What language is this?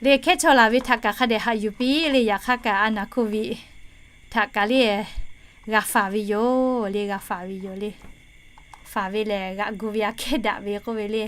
Lahu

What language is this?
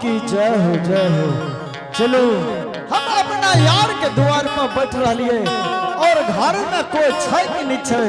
Angika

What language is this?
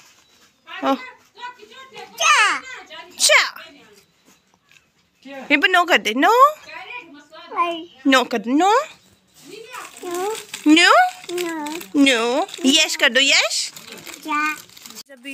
Hindi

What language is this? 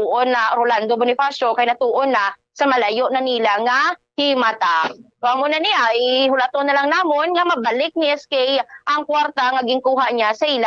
Hiligaynon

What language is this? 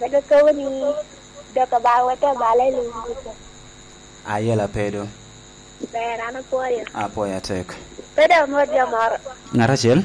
Lango (Uganda)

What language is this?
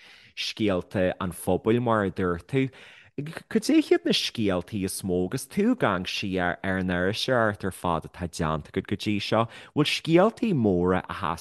Irish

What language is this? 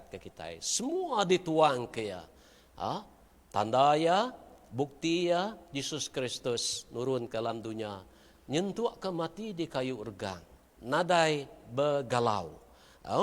Iban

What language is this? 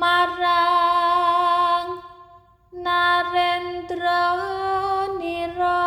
Javanese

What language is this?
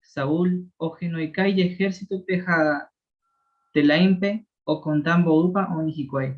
Guarani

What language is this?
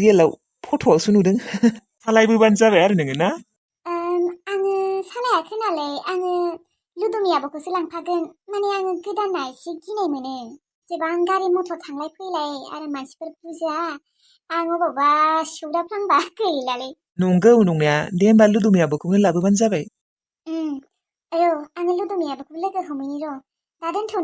Bodo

